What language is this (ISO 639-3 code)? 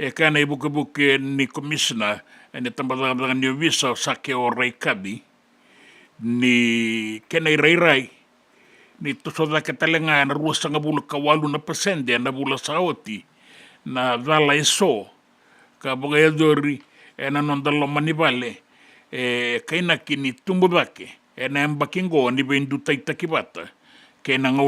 fij